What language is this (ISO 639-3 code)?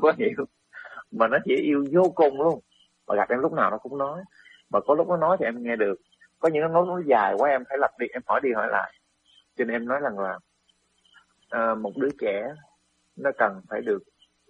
vie